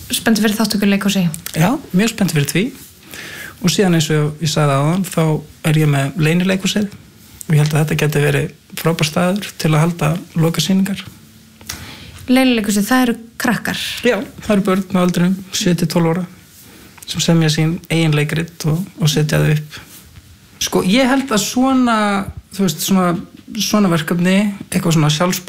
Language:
Icelandic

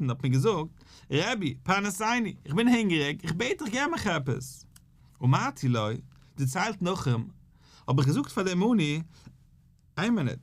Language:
Yiddish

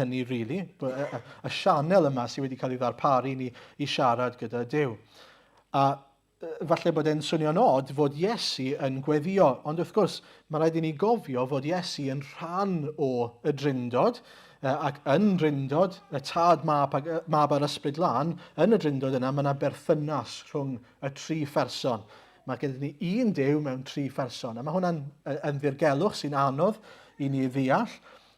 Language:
Welsh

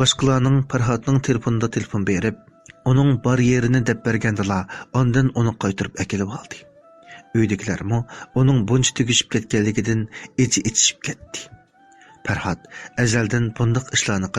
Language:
Uyghur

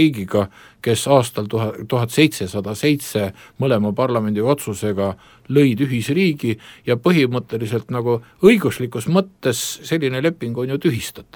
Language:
Estonian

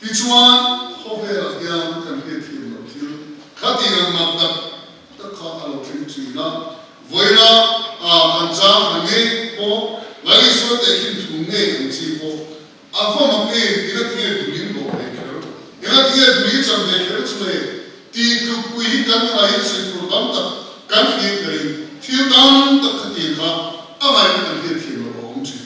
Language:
Mizo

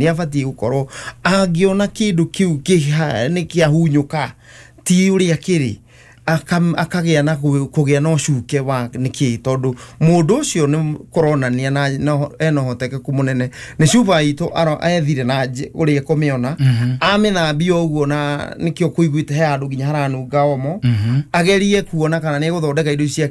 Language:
Kikuyu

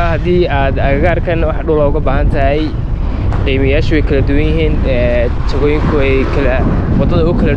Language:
Somali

